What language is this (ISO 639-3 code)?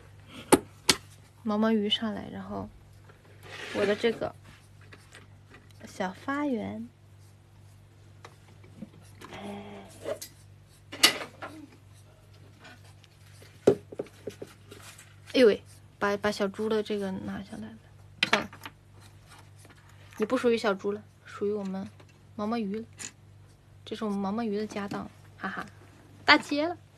zho